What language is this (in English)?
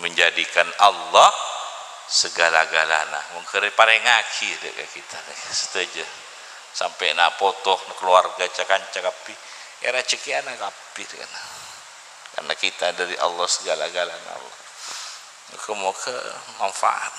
Madurese